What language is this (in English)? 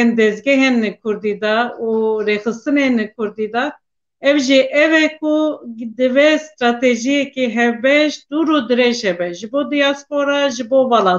Kurdish